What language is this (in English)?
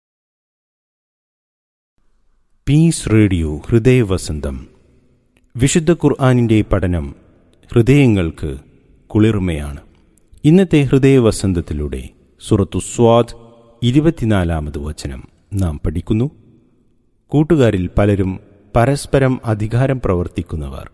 Malayalam